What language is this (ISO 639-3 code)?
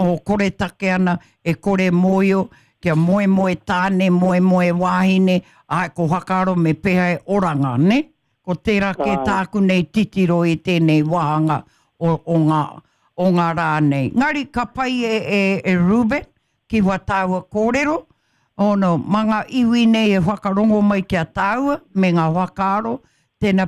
mri